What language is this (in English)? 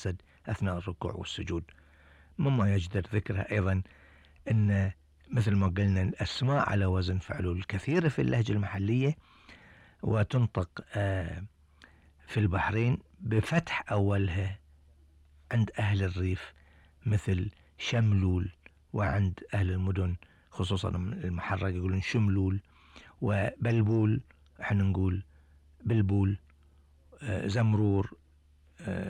Gulf Arabic